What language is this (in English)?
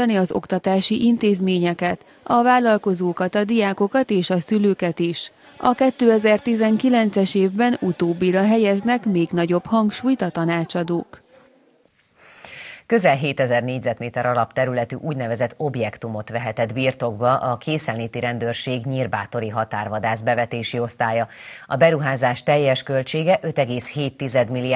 Hungarian